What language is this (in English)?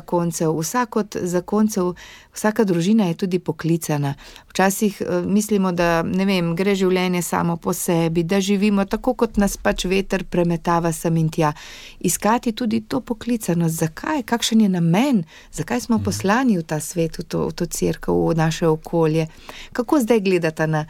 Slovenian